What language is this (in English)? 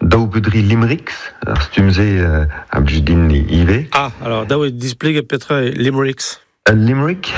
Breton